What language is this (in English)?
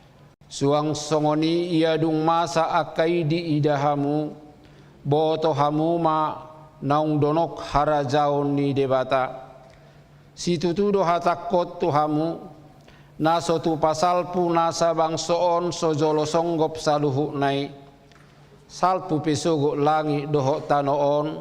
Batak Toba